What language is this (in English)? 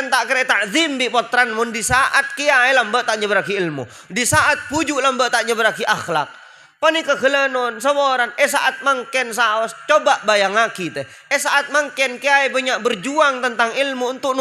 Madurese